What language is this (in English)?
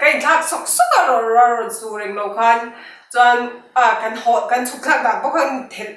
Mizo